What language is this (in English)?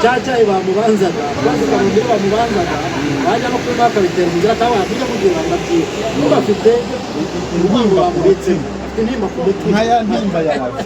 Kinyarwanda